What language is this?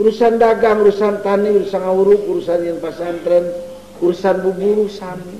Sundanese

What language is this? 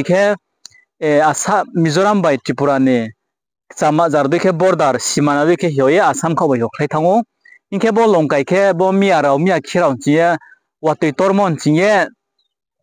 Riang (India)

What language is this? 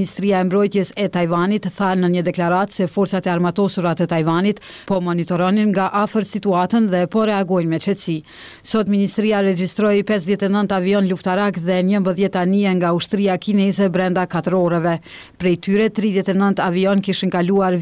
Albanian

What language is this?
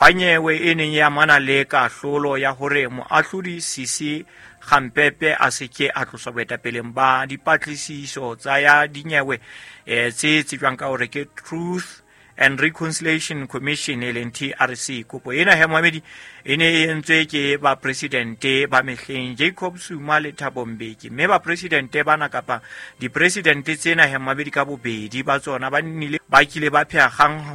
Southern Sotho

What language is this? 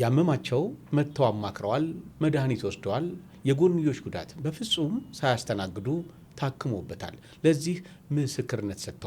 Amharic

